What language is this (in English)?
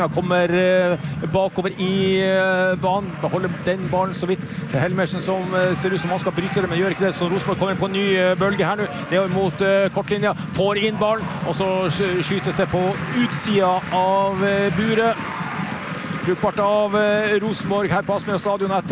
Norwegian